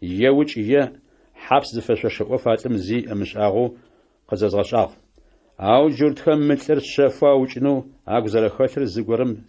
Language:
Adyghe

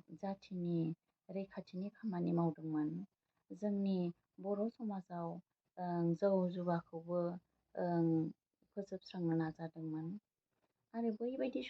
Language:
Bodo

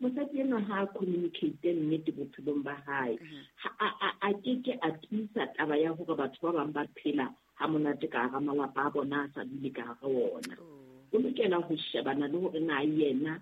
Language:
Southern Sotho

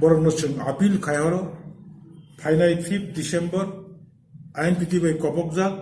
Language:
Kok Borok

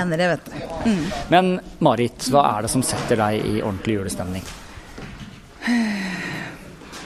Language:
Norwegian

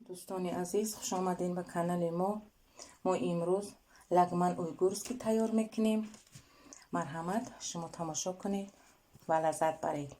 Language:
Tajik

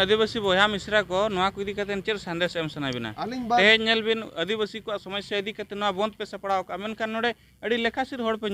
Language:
Santali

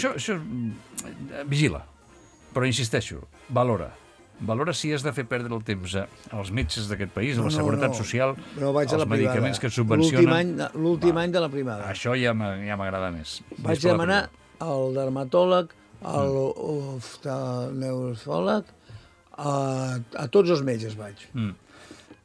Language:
Catalan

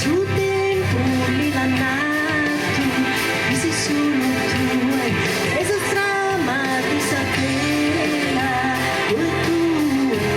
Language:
Sardinian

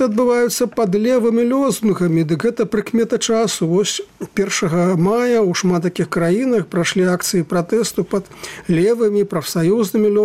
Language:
Belarusian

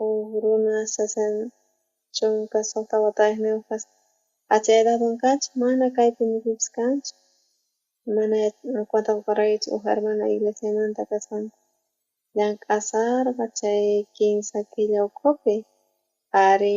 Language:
South Bolivian Quechua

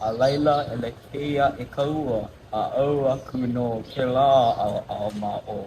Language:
Hawaiian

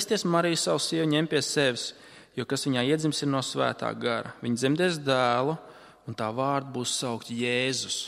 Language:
Latvian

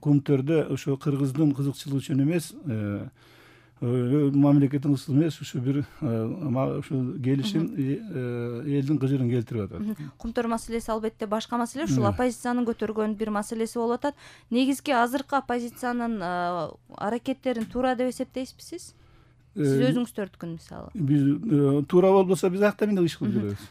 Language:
Kyrgyz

